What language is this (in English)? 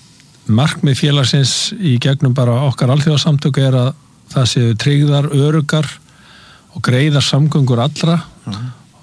Icelandic